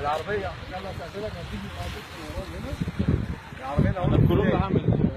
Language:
Egyptian Arabic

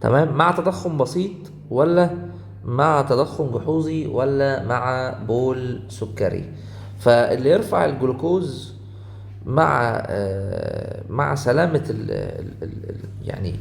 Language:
Egyptian Arabic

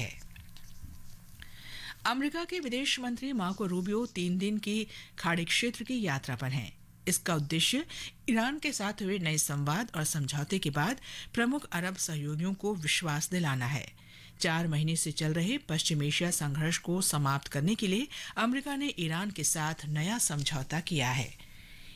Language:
Hindi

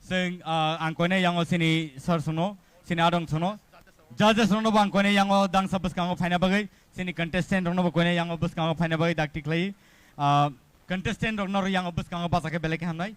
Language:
Kok Borok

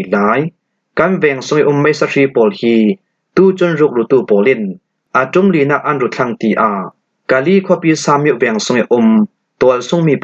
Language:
Falam Chin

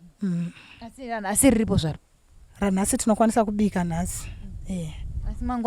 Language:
Shona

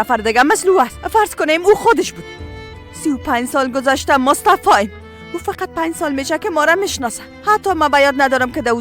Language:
Persian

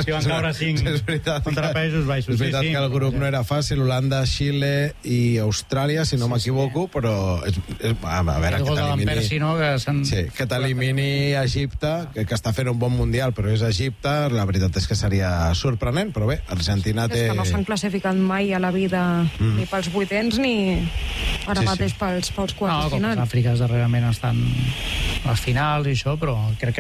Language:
Catalan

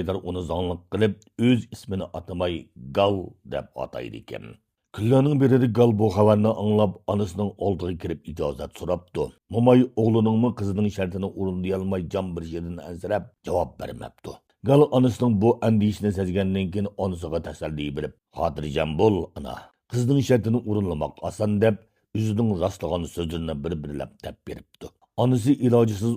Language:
Uyghur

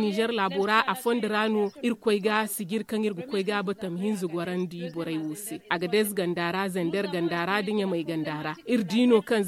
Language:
Zarma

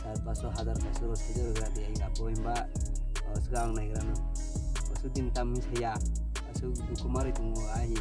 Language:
Kok Borok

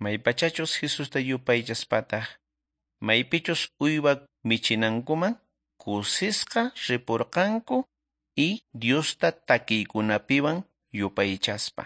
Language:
South Bolivian Quechua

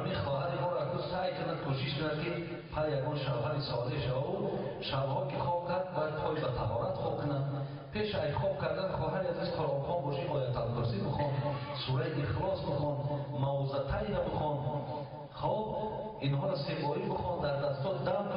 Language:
Tajik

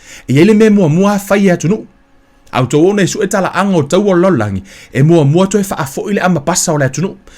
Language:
Samoan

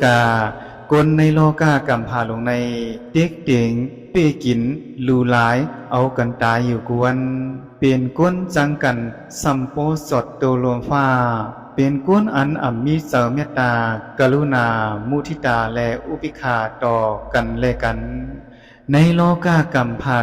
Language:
Shan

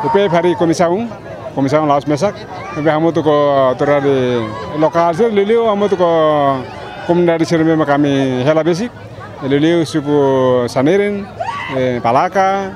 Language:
Tetum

